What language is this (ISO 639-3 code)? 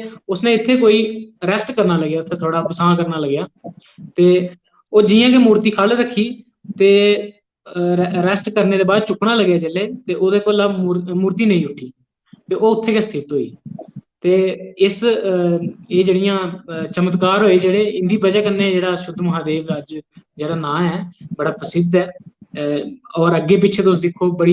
doi